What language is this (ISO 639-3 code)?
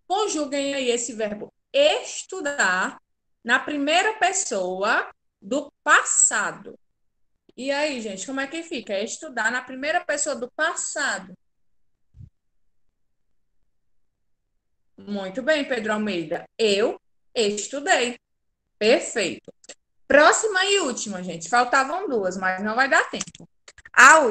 por